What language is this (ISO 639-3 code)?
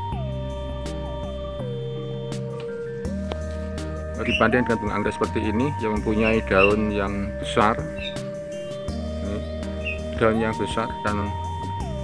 ind